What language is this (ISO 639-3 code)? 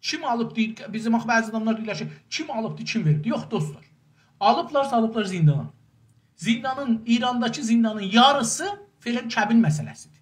azb